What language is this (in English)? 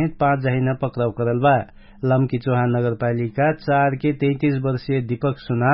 Dangaura Tharu